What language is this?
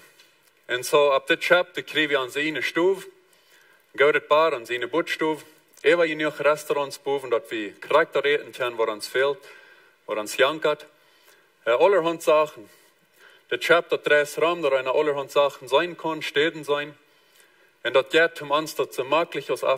Plautdietsch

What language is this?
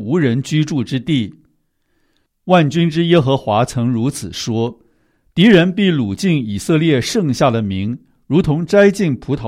Chinese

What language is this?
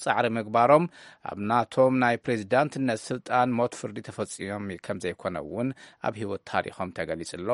Tigrinya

